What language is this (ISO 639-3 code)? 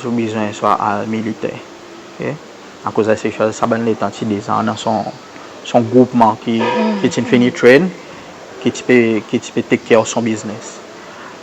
crs